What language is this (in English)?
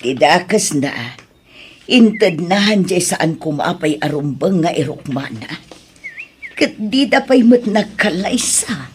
Iloko